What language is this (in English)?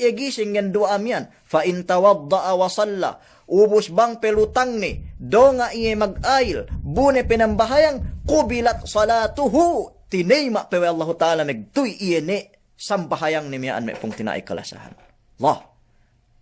Yakan